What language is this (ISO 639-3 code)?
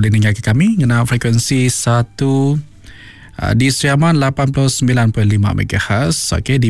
iba